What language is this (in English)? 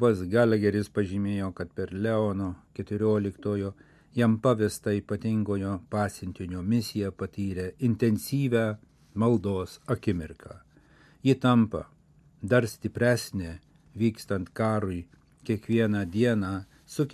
Lithuanian